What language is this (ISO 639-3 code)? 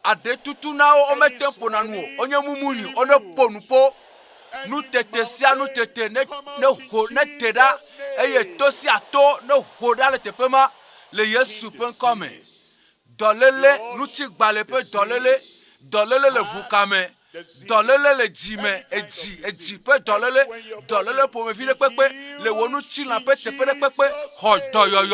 ewe